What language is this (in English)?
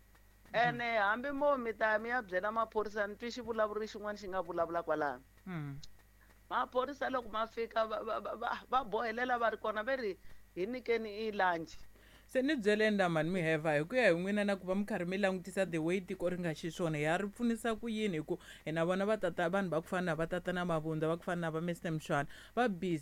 Tsonga